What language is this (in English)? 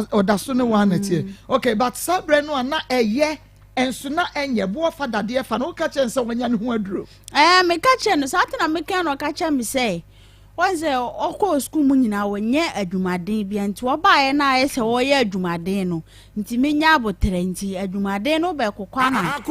Akan